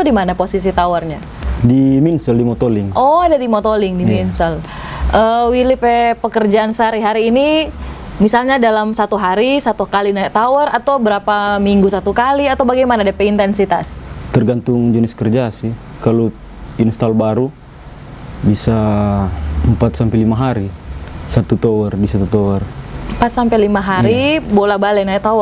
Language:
Manado Malay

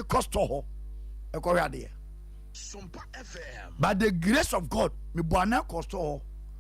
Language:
Akan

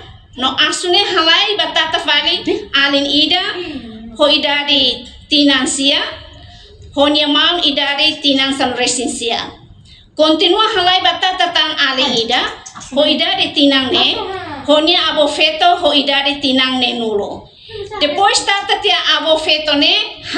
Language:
Tetum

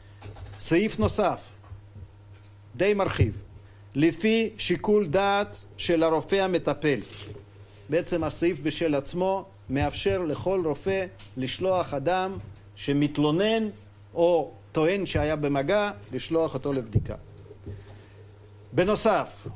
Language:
Hebrew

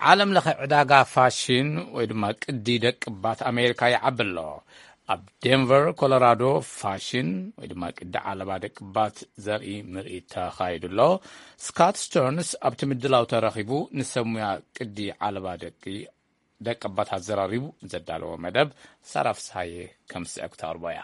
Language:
Tigrinya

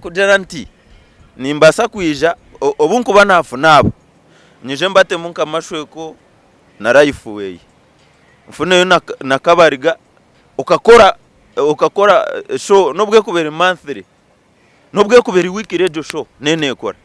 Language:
Nyankole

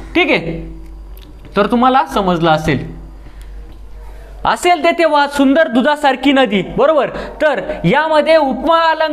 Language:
Marathi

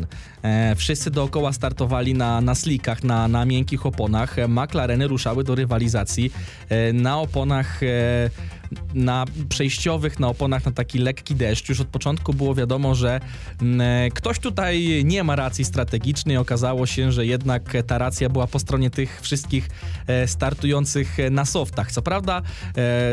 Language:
Polish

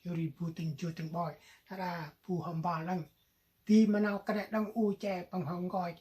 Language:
Central Mnong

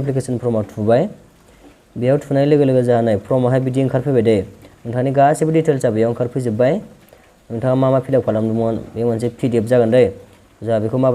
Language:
Bodo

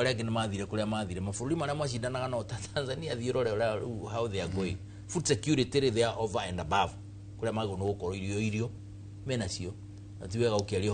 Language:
Kikuyu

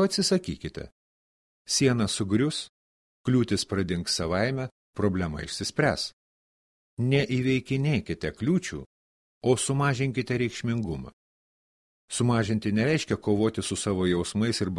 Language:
Lithuanian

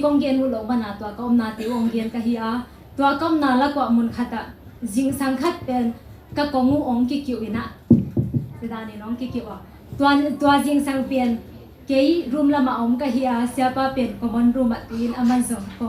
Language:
Tedim Chin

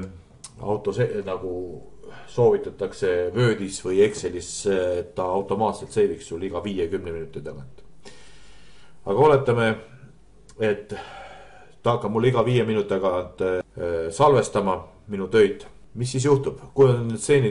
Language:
Estonian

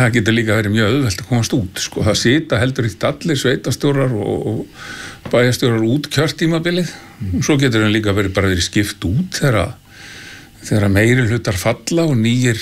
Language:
Icelandic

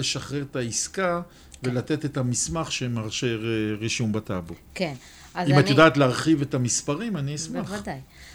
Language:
Hebrew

